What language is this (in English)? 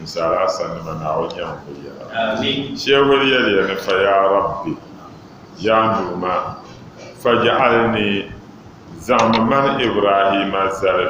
Dagbani